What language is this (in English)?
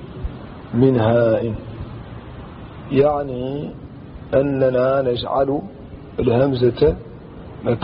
Arabic